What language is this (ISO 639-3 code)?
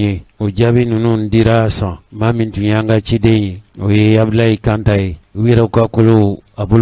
bam